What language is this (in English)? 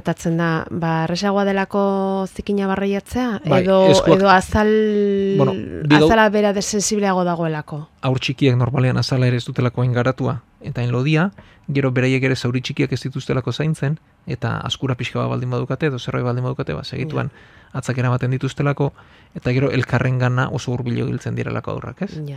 Basque